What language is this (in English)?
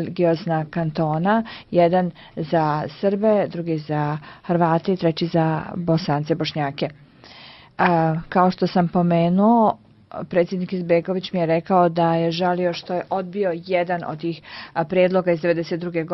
Bosnian